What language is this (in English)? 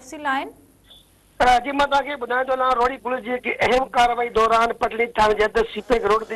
Sindhi